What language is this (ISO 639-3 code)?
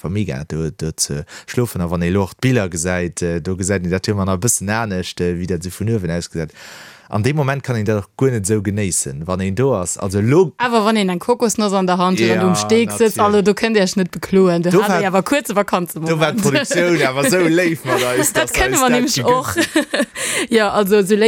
ltz